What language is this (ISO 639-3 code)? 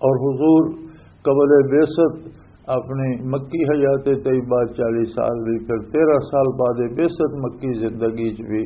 lah